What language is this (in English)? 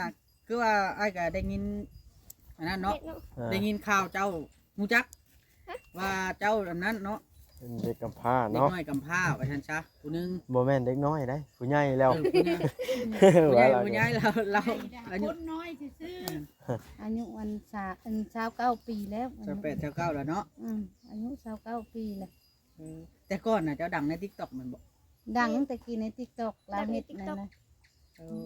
Northeastern Thai